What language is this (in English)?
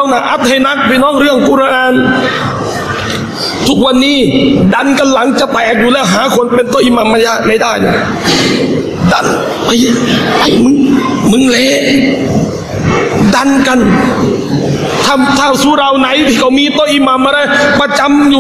Thai